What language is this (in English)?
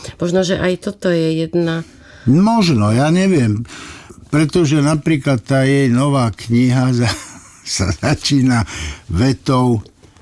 Slovak